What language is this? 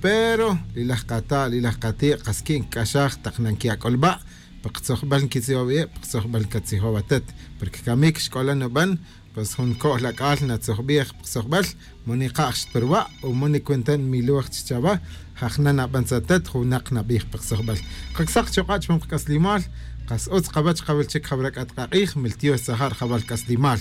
Tz'utujil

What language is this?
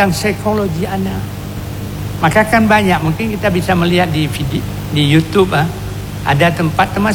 Indonesian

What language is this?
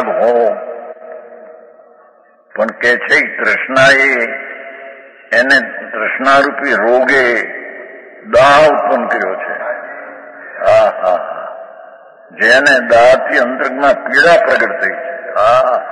Gujarati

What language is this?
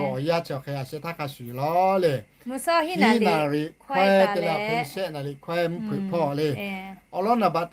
Lahu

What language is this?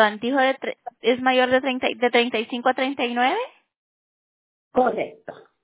Spanish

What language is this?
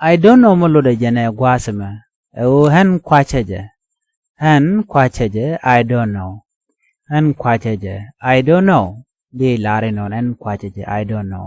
Nuer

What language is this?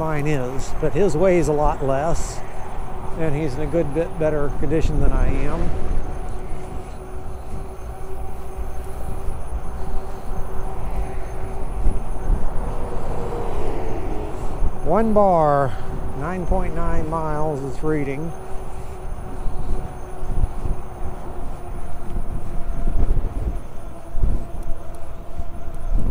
English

